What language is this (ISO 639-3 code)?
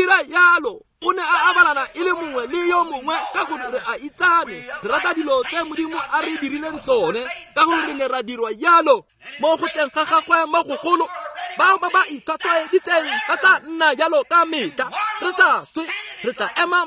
tsn